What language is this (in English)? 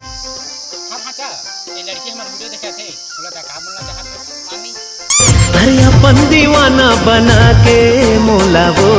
Chhattisgarhi